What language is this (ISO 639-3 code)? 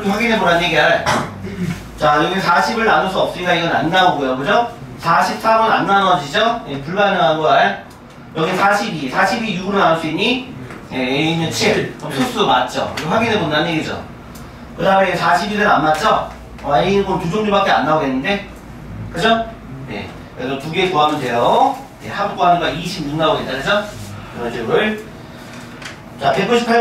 kor